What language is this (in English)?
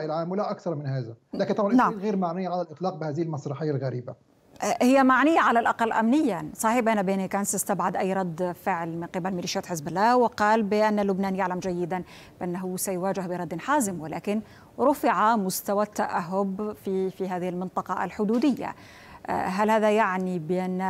Arabic